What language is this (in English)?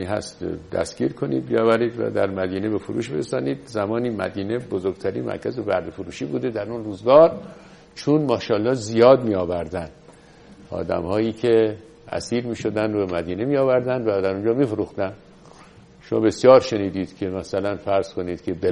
Persian